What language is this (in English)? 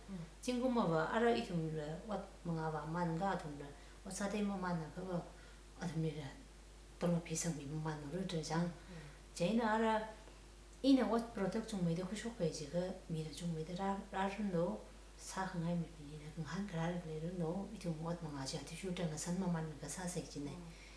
Tangkhul Naga (India)